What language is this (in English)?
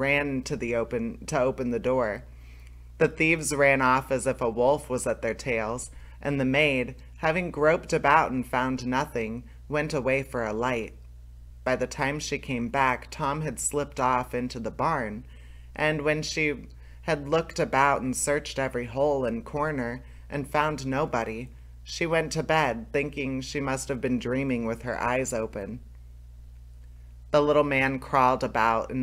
English